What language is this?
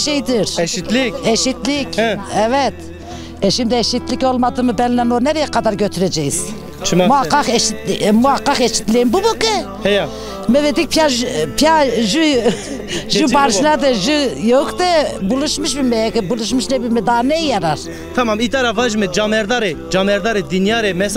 Zaza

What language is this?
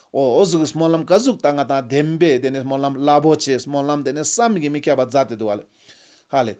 Ladakhi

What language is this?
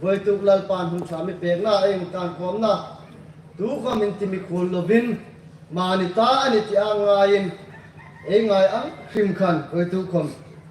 Hmar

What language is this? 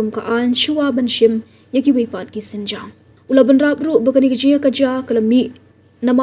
Khasi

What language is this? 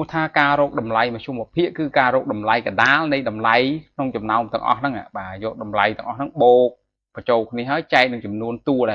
Khmer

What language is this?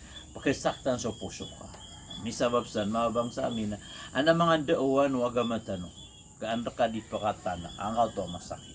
Maranao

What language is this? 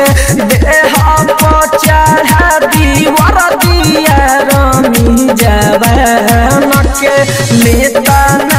Bhojpuri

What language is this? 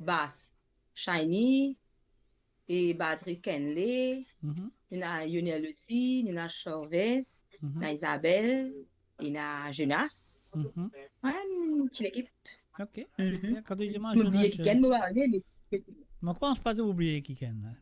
Morisyen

